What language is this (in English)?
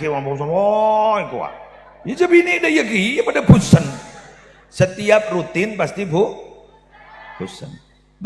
Madurese